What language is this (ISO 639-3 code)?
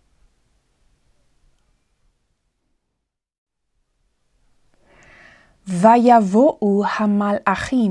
heb